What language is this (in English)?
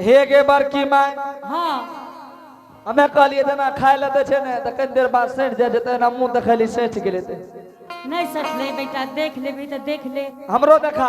Angika